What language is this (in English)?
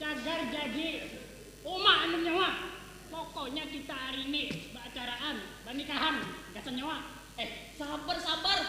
Banjar